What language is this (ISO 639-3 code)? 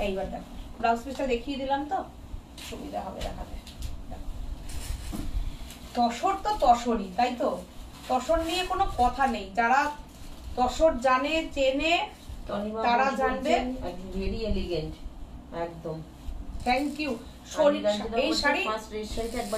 ben